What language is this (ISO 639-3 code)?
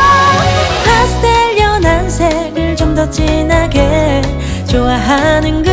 kor